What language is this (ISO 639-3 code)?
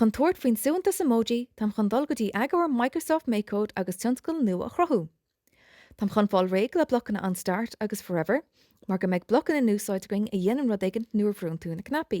gle